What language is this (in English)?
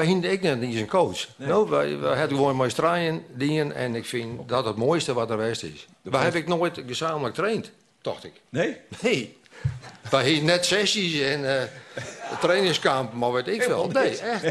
Western Frisian